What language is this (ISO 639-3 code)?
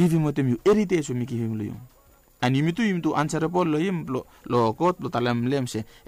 bis